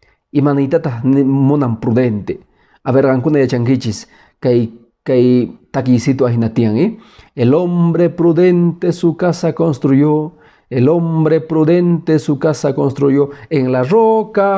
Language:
Quechua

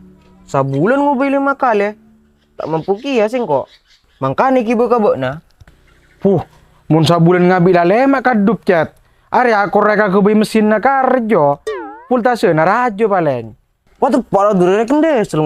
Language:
Madurese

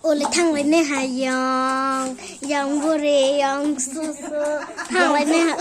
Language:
Kok Borok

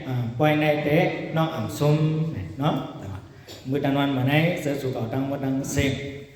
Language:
Shan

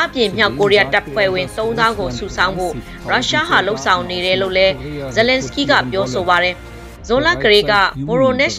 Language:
Burmese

